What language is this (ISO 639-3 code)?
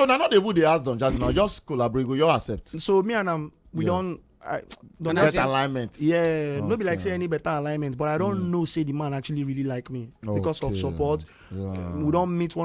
pcm